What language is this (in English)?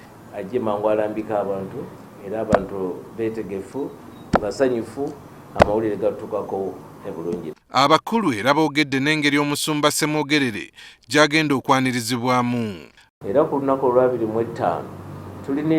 Ganda